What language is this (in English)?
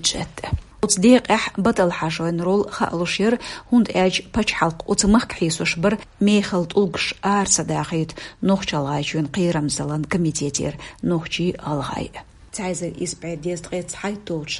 Chechen